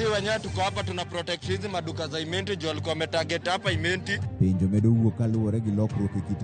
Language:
Luo (Kenya and Tanzania)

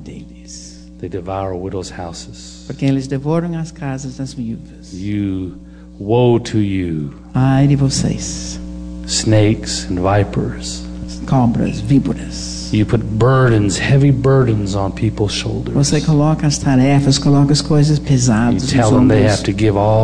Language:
Portuguese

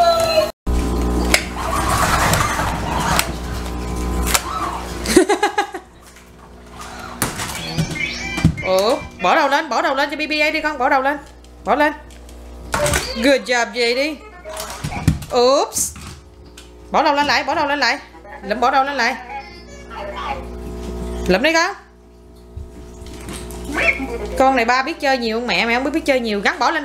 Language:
Vietnamese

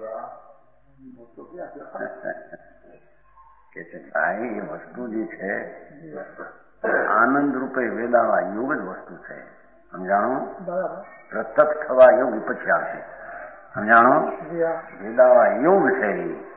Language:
Gujarati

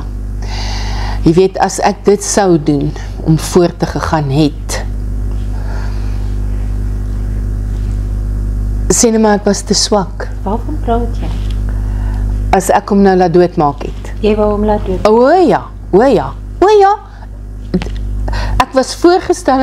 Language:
Afrikaans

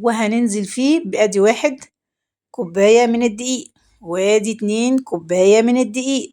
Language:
Egyptian Arabic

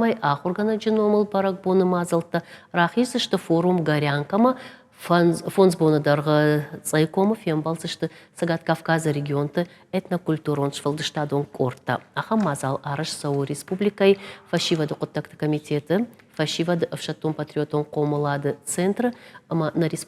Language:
Ossetic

